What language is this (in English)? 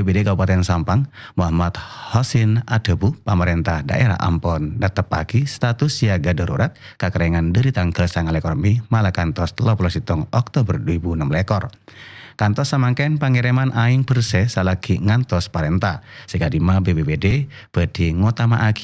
Madurese